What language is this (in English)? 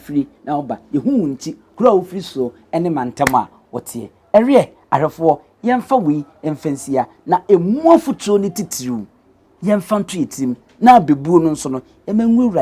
Akan